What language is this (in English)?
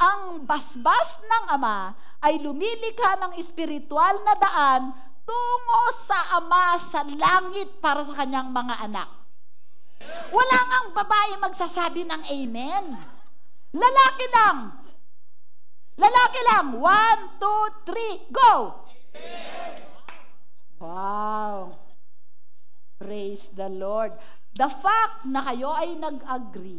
Filipino